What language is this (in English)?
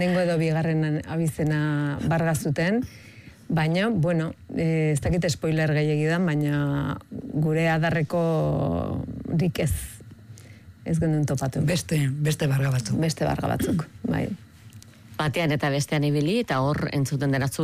Basque